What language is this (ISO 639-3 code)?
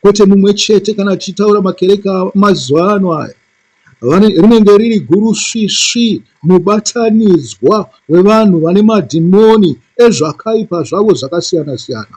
sna